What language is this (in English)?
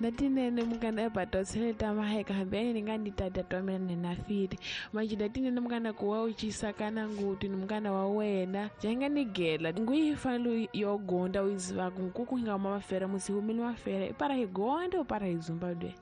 Tsonga